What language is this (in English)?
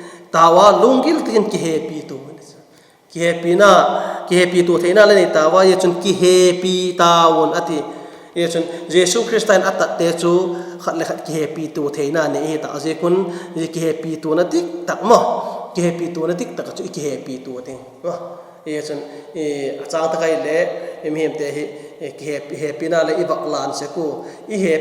Vaiphei